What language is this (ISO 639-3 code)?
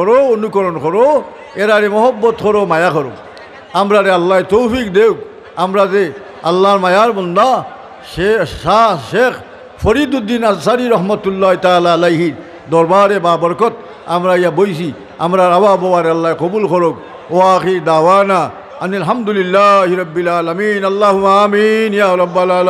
syl